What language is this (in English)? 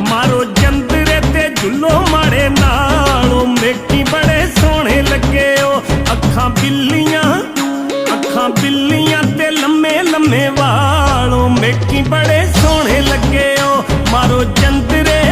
Pahari-Potwari